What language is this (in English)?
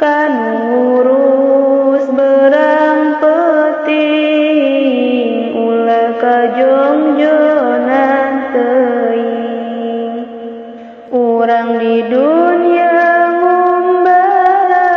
Sundanese